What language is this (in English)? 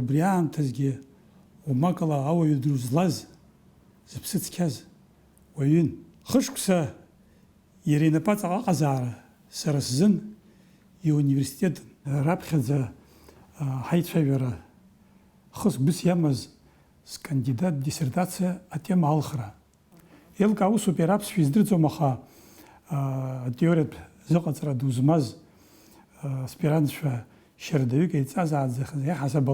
Abkhazian